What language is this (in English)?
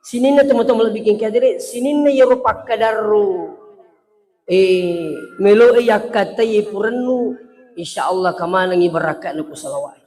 Buginese